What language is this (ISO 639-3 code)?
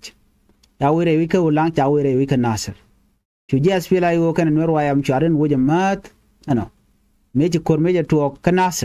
nus